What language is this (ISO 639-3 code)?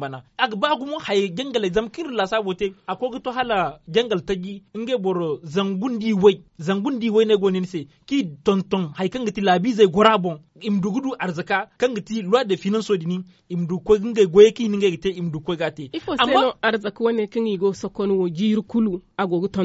dje